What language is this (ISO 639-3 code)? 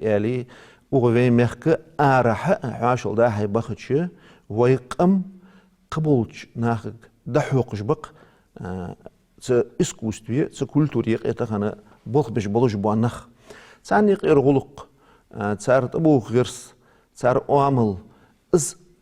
inh